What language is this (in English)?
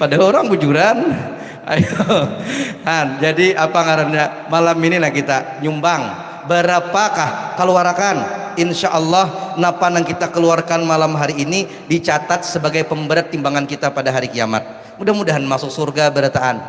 Banjar